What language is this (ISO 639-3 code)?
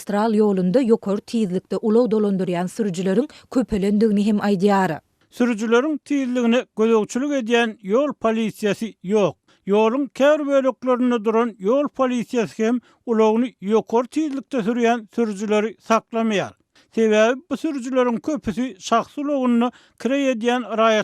tuk